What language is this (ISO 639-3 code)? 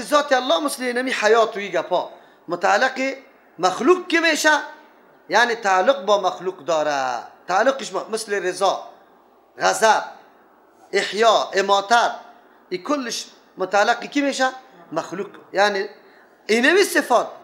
fas